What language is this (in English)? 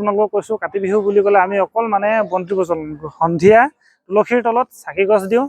Assamese